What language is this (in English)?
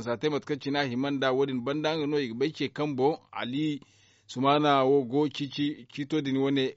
Zarma